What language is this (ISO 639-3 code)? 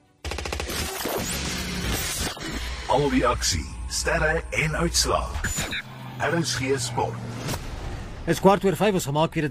afr